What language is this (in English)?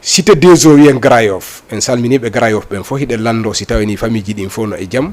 Fula